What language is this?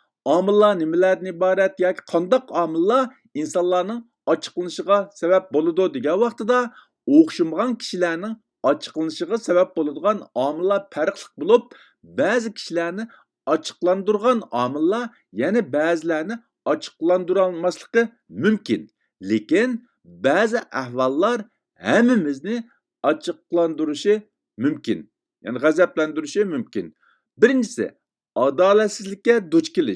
Uyghur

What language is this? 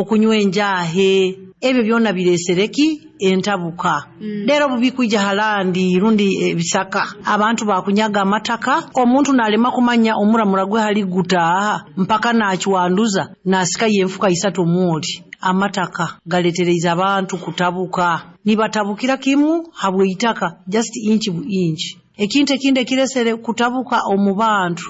Nyoro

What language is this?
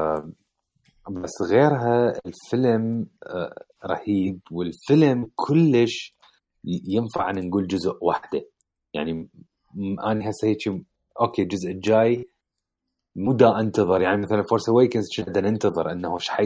Mesopotamian Arabic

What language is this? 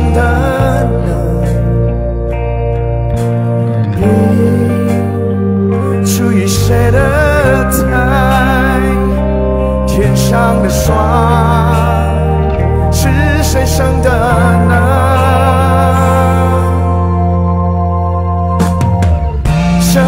Chinese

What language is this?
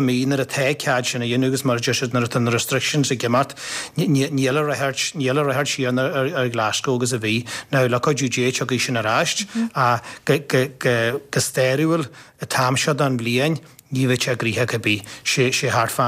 Irish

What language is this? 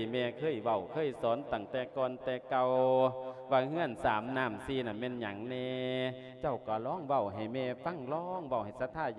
Lao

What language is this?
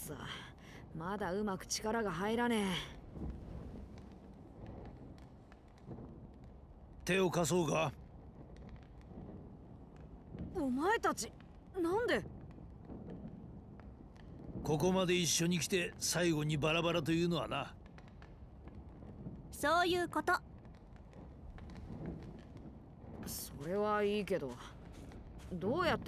Japanese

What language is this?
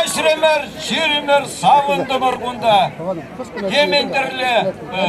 Chuvash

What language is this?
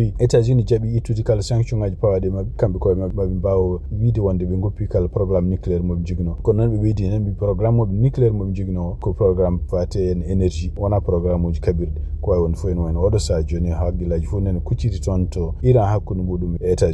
Fula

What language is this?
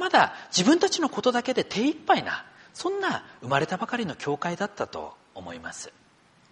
Japanese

